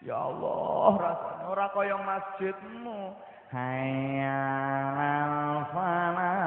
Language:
Javanese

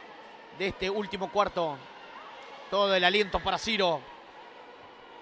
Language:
Spanish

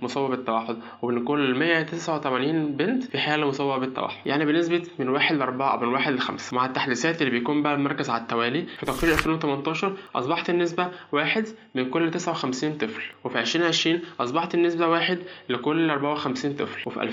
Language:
Egyptian Arabic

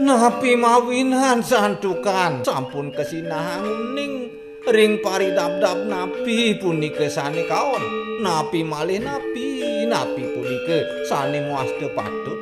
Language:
Balinese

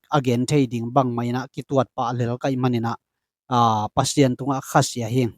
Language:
Tedim Chin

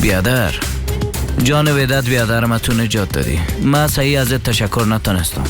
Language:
Persian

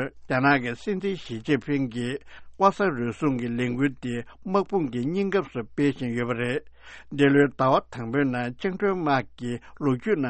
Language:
Tibetan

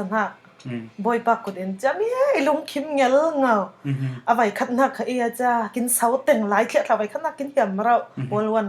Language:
Falam Chin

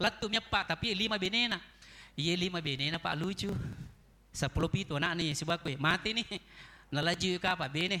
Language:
Buginese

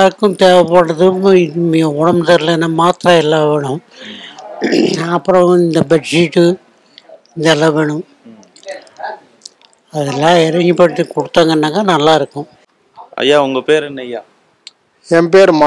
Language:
Tamil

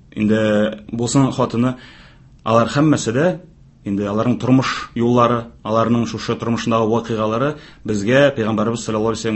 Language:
Tatar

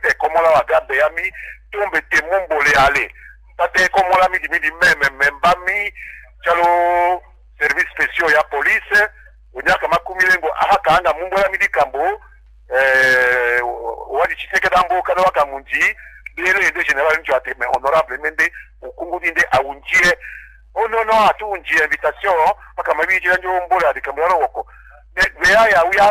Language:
Tetela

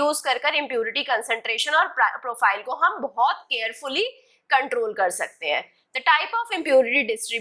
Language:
Hindi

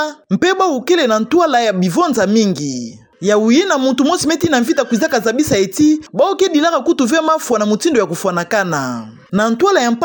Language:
Kituba (Democratic Republic of Congo)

